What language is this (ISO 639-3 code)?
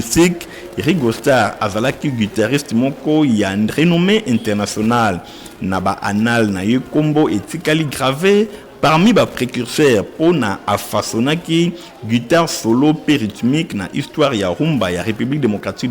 lin